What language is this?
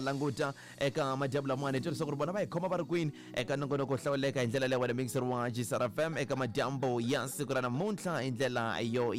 Tsonga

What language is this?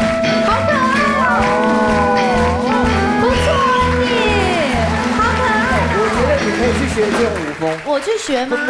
Chinese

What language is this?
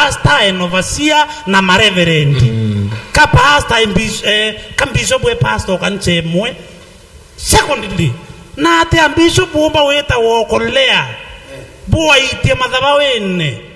Meru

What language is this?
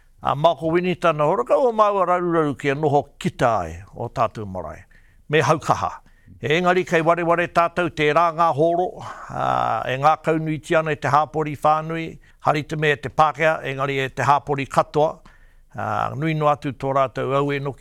Māori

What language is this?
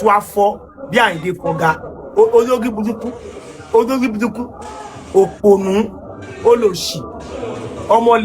Yoruba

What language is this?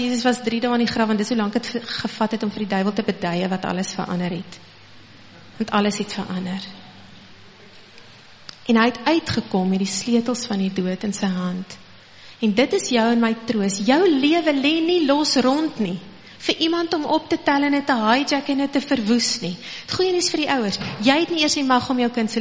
Afrikaans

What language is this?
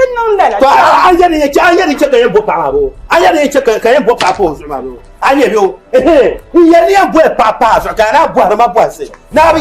Dagbani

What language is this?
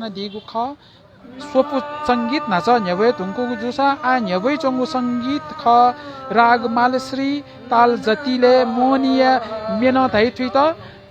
Newari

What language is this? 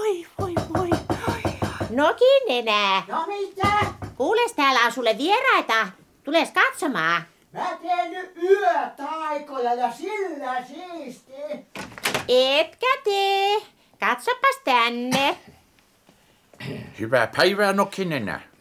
Finnish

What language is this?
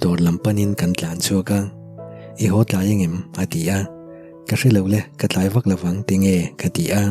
Mizo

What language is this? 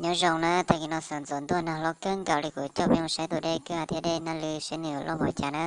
Hmong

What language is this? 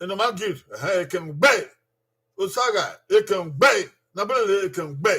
Bini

